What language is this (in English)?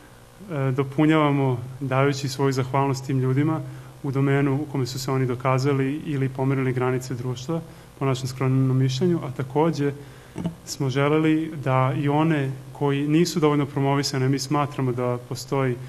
Serbian